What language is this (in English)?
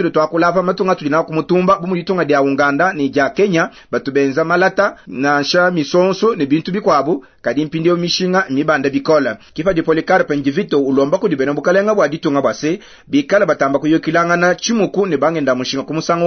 Luba-Lulua